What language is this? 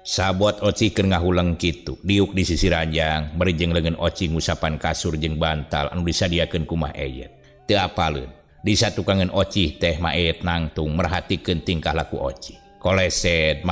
Sundanese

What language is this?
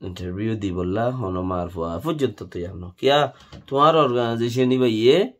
Rohingya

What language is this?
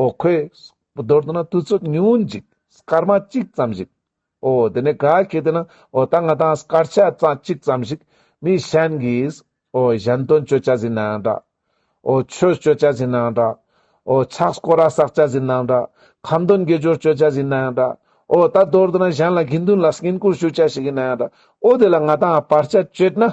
Ladakhi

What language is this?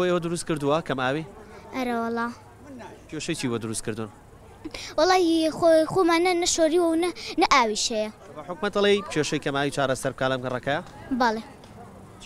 Central Kurdish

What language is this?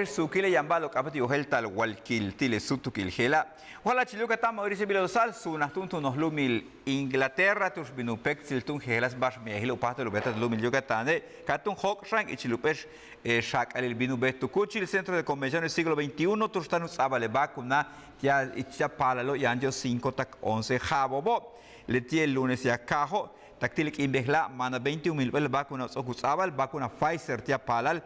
Yucateco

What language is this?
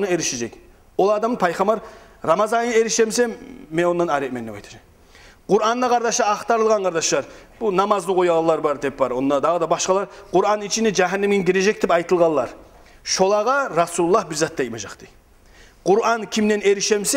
Kumyk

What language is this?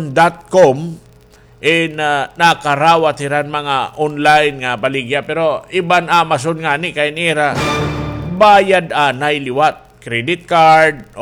Waray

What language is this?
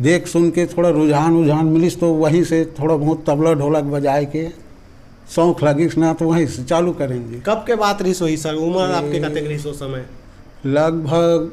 Chhattisgarhi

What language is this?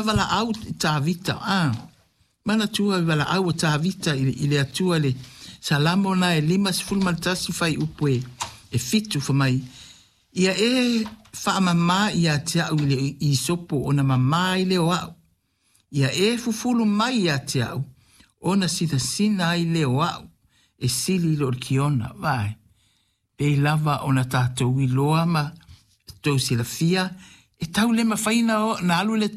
Samoan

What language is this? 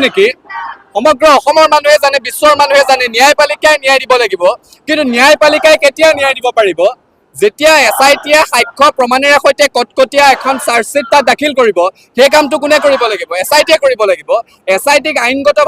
Assamese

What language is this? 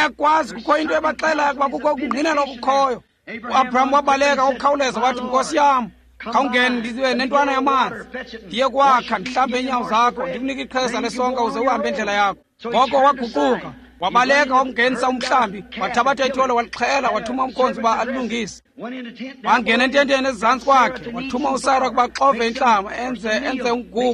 Xhosa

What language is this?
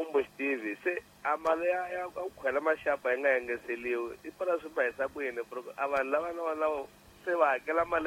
Tsonga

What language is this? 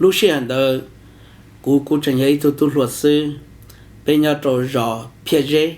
Hmong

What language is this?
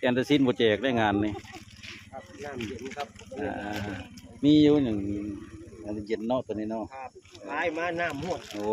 Northeastern Thai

